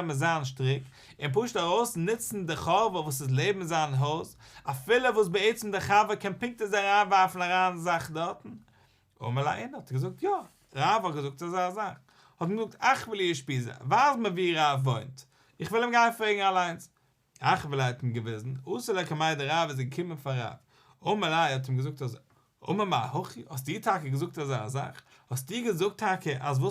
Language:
Yiddish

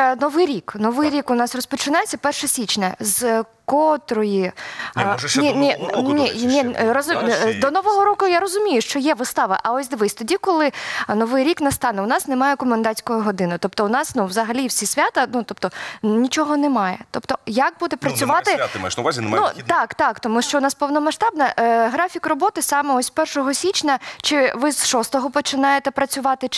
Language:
Ukrainian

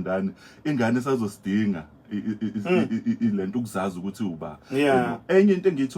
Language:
Zulu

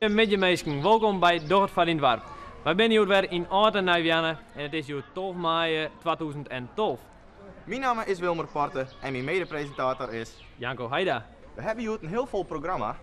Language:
Western Frisian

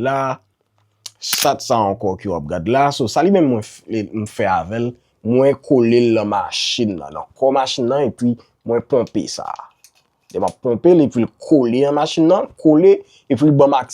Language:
Haitian Creole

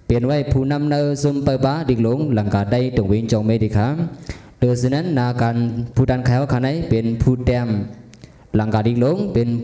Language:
Shan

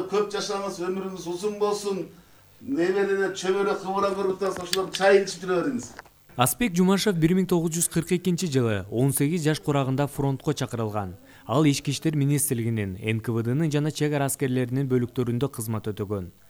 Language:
Kyrgyz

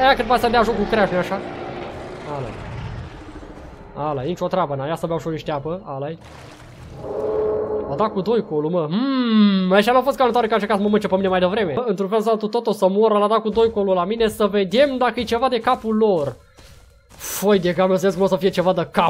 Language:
Romanian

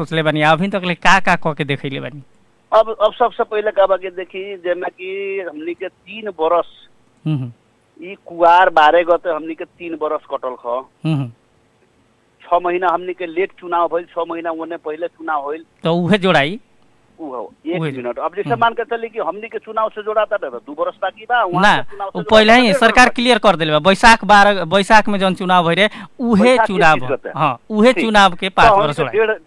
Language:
Bhojpuri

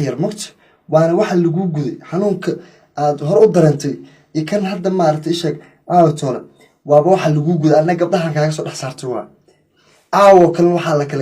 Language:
Somali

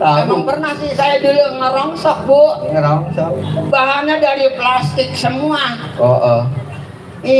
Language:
Betawi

